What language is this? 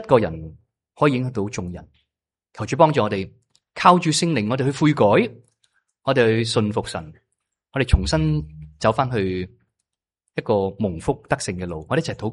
Cantonese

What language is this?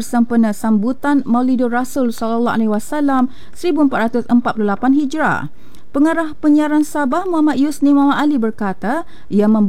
Malay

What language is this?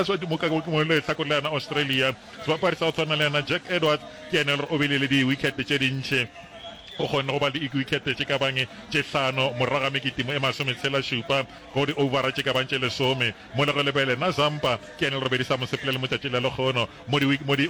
Northern Sotho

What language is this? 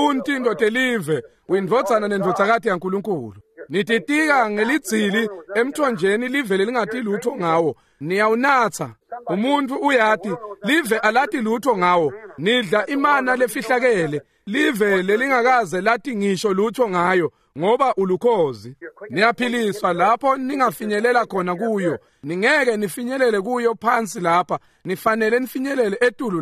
Swati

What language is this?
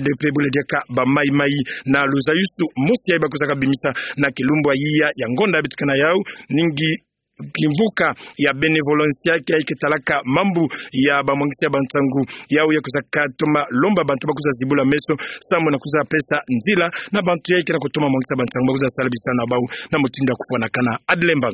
Kituba (Democratic Republic of Congo)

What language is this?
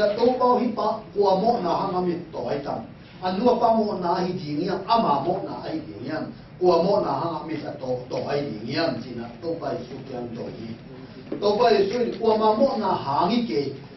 Tedim Chin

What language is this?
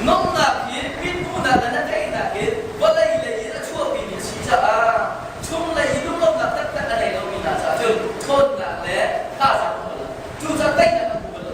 Hakha Chin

